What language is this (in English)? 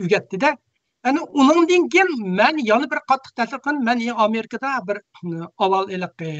Uyghur